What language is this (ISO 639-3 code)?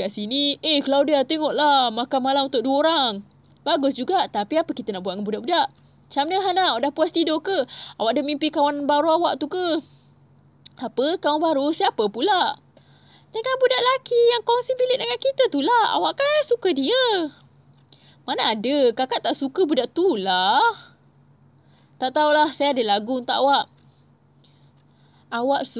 msa